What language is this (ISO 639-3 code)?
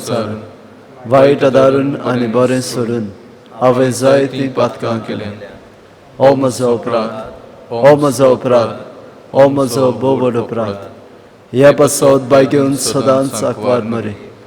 kok